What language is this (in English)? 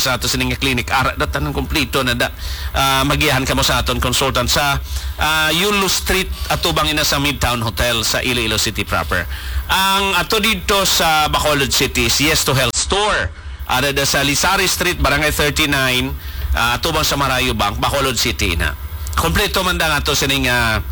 Hiligaynon